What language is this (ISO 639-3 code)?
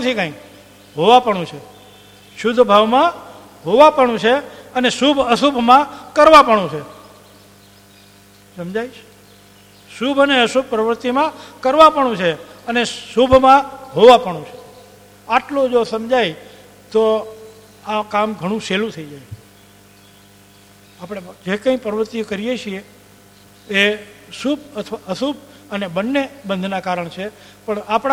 guj